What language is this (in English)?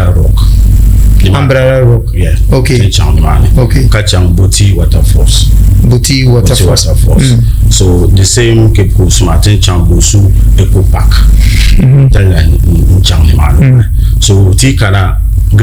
Dagbani